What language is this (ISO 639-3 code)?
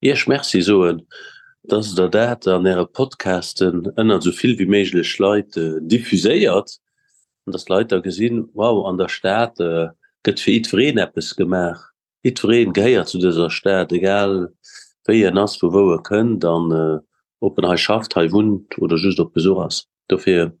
ltz